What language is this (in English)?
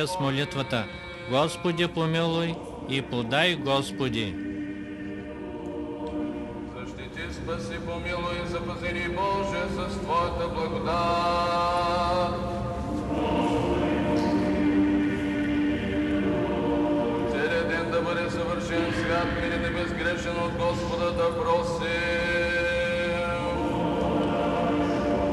Bulgarian